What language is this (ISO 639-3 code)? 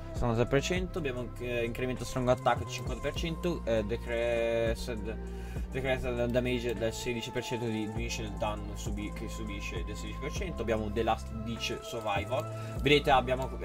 ita